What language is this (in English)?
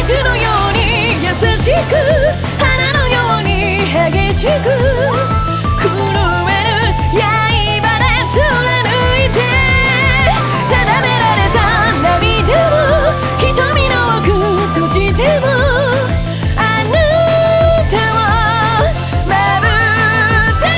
Japanese